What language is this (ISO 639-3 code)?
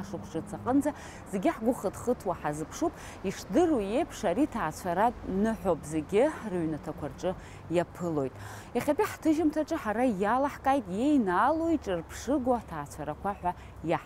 abk